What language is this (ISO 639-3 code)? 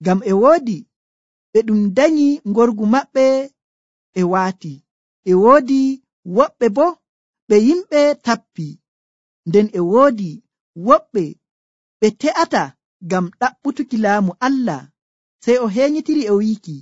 fuv